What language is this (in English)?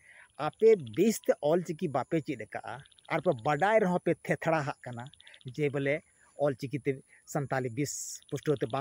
Santali